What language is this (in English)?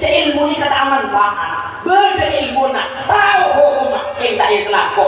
Madurese